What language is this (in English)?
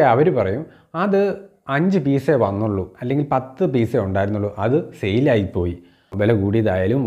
Malayalam